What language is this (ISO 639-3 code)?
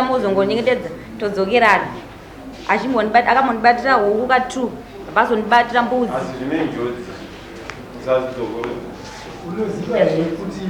sna